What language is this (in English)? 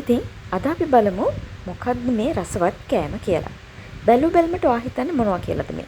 Sinhala